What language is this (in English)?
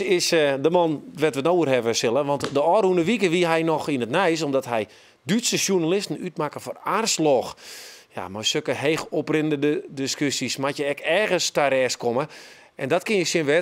Western Frisian